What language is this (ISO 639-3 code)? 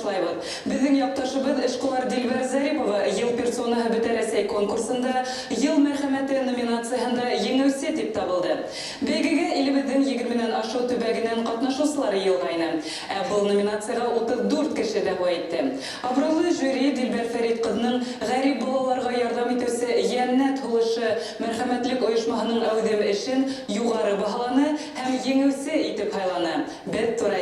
bak